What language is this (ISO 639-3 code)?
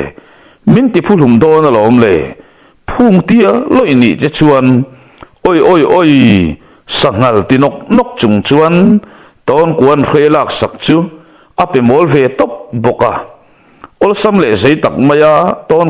lus